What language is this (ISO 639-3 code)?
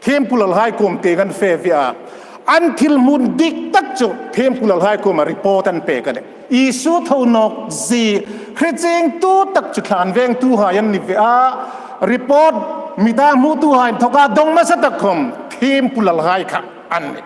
hmr